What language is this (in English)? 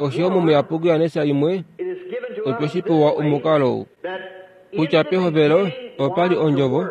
Kuanyama